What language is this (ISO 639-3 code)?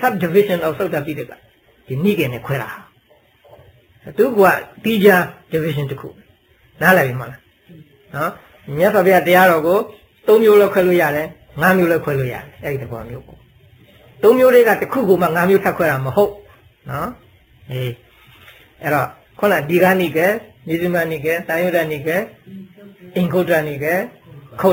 mya